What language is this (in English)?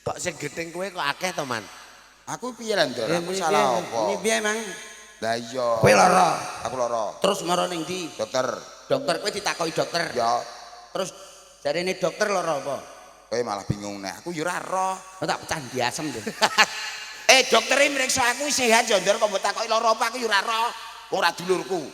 Javanese